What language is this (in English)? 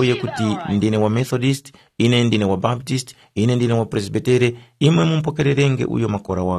Tumbuka